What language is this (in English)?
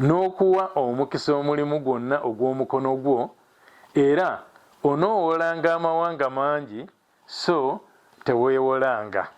Ganda